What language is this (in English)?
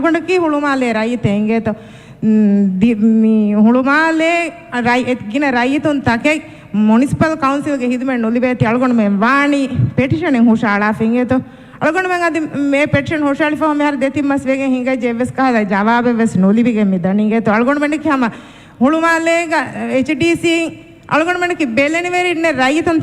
Divehi